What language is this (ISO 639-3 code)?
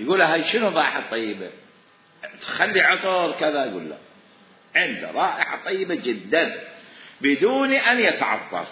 acm